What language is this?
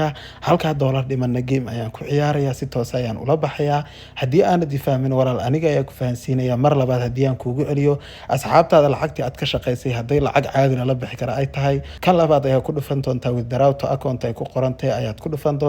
Somali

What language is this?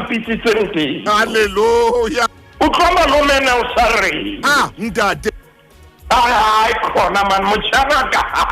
Southern Sotho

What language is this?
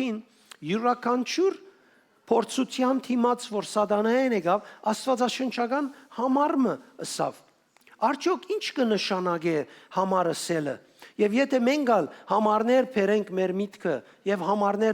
Western Armenian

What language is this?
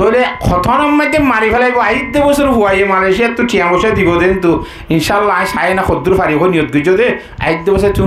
Rohingya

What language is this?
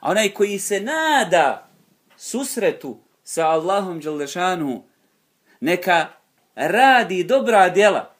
Bosnian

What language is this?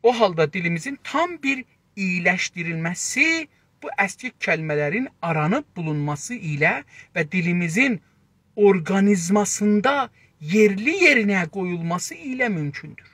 South Azerbaijani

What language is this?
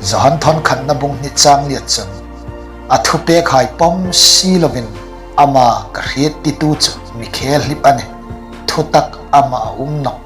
Hmar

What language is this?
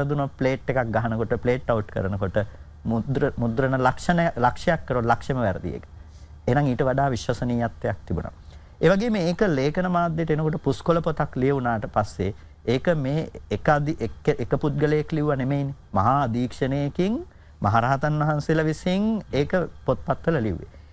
Sinhala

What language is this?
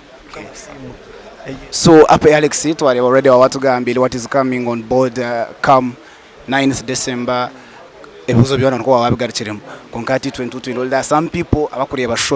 Nyankole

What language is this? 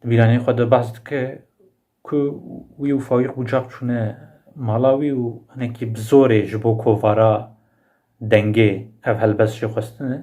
Kurdish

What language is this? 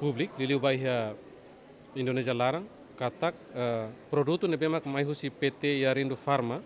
Tetum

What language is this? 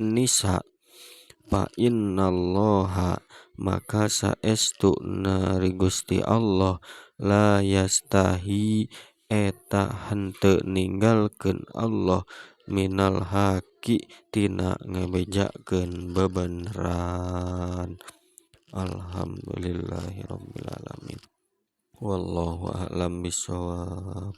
Sundanese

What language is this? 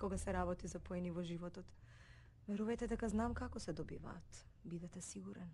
Macedonian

